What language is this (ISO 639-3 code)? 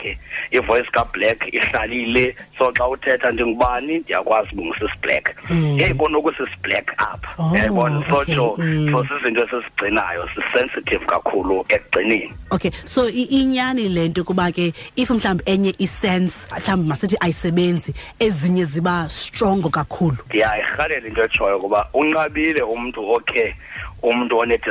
xho